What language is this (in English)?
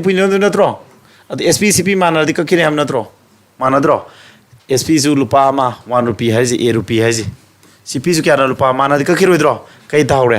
Manipuri